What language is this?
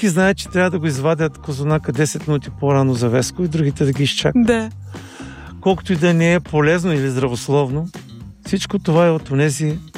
Bulgarian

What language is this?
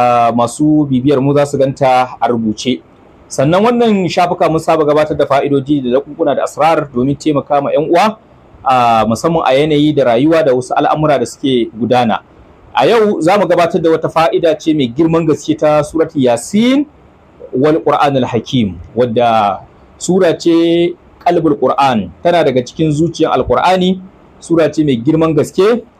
Hausa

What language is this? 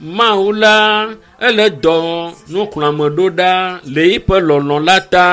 Ewe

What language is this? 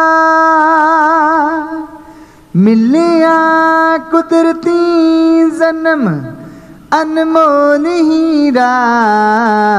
Punjabi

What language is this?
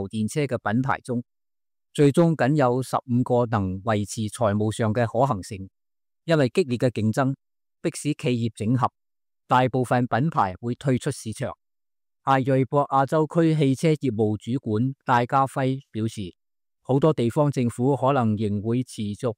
Cantonese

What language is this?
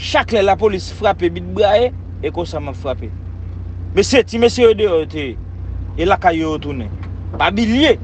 Haitian Creole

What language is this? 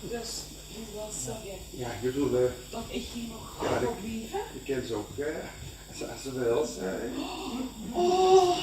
Limburgish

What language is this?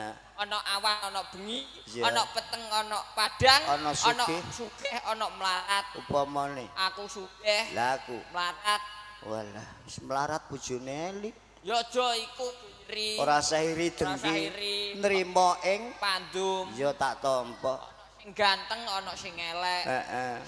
Javanese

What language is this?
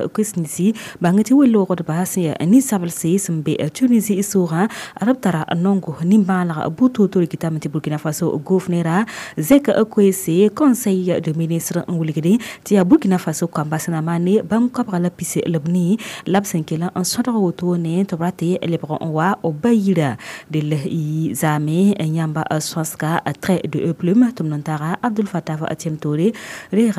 Mossi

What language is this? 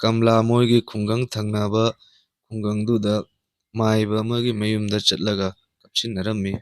Manipuri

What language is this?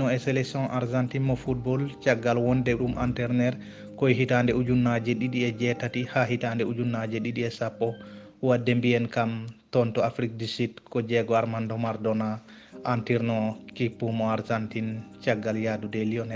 Fula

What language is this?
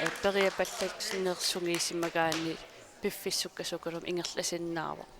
Kalaallisut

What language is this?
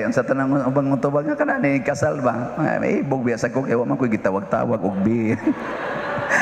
Cebuano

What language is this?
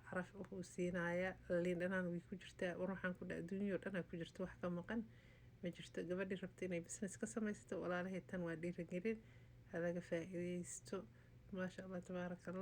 Somali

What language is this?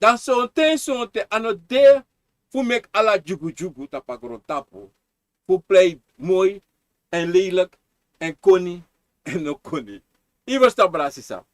Sranan Tongo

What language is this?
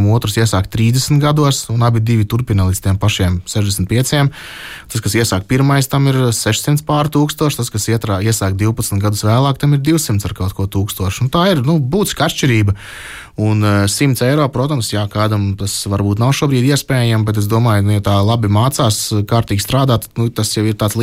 Latvian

